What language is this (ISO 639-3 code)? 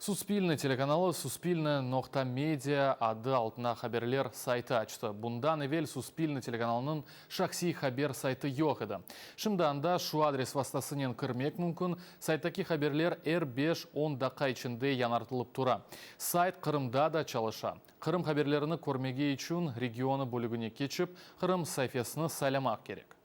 crh